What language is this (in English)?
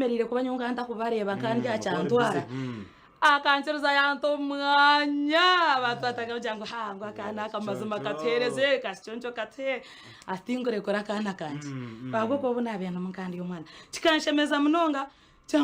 Nyankole